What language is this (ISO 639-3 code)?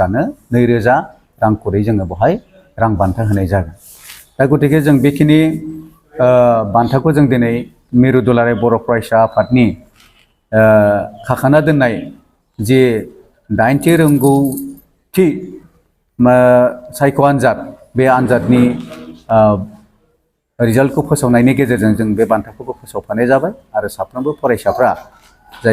brx